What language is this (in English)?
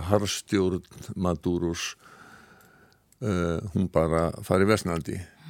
Icelandic